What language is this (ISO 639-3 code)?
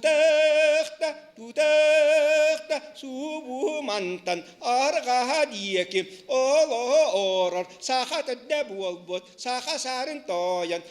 sah